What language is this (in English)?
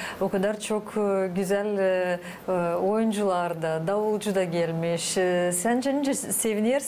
Gagauz